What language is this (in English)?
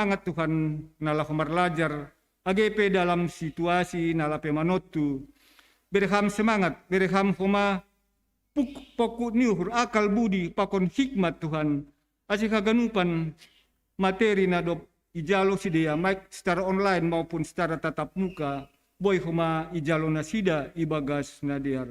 Batak Simalungun